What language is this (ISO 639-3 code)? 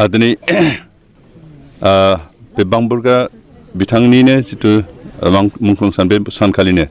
brx